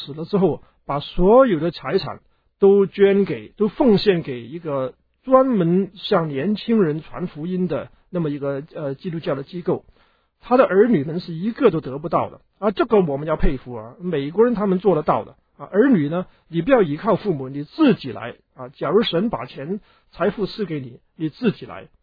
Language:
Chinese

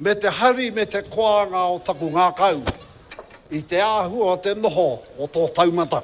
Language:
Māori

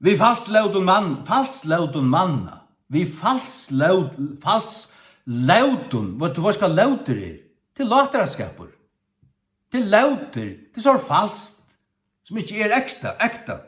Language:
Faroese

